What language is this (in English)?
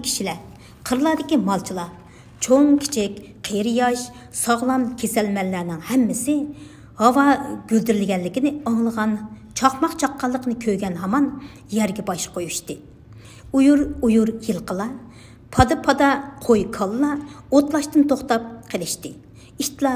Uyghur